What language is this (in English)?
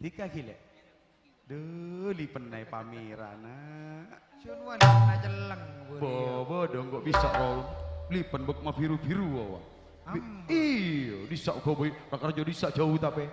Madurese